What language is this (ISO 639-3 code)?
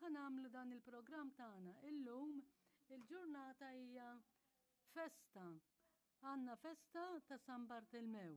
mlt